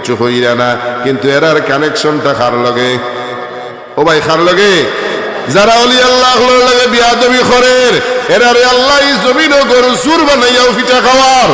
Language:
Sylheti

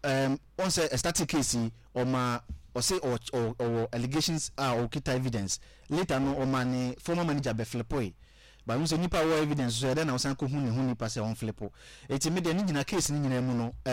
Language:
Akan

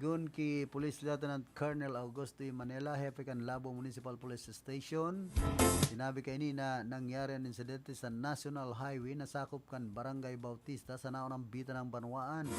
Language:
Bikol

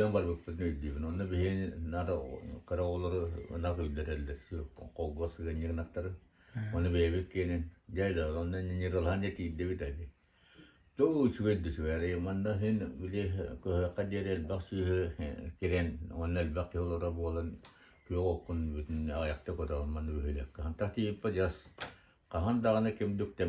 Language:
Yakut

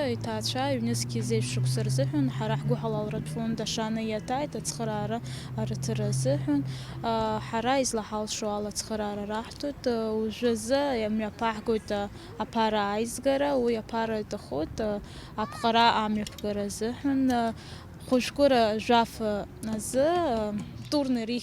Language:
Abkhazian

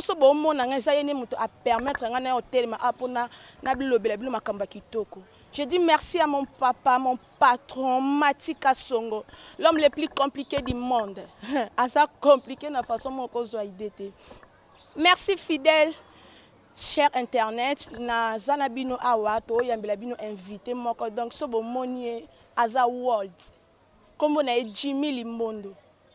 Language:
Lingala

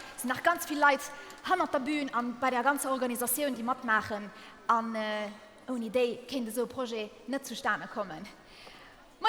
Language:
Luxembourgish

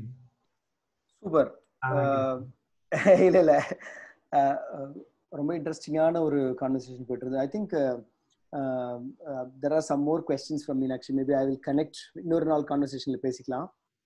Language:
Tamil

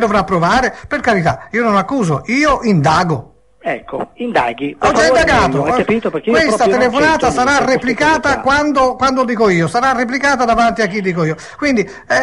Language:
Italian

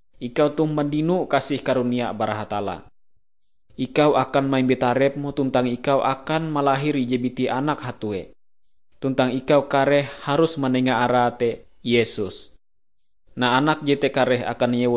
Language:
Ngaju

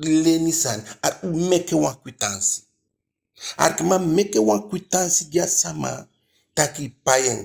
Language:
Eastern Maroon Creole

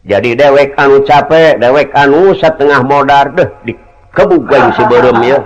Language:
Sundanese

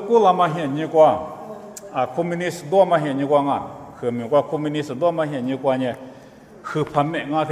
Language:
Lisu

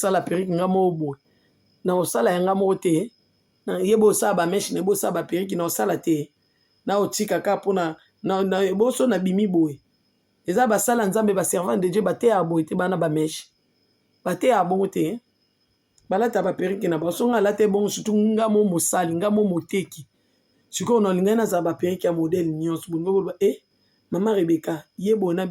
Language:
Lingala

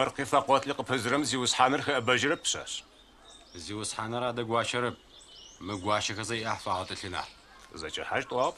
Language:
Adyghe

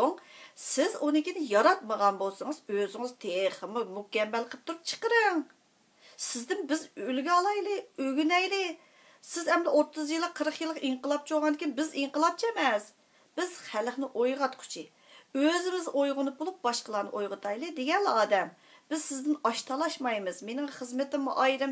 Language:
Uyghur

